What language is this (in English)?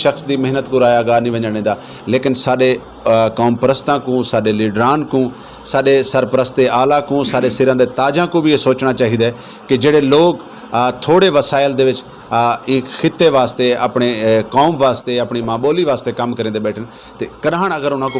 Saraiki